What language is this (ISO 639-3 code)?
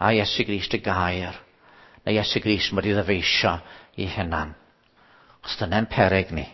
cym